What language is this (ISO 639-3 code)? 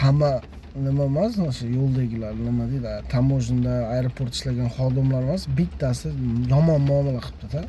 uzb